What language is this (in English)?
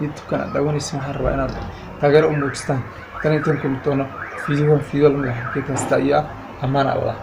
Somali